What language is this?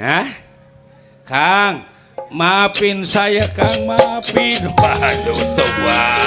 Betawi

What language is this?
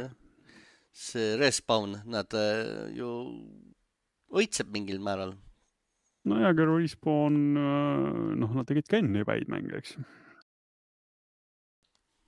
Estonian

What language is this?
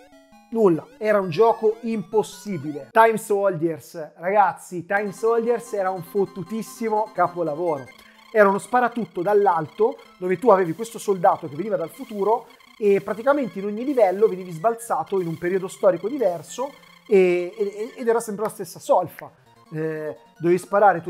Italian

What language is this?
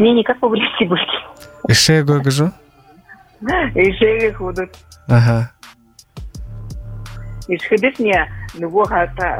Buriat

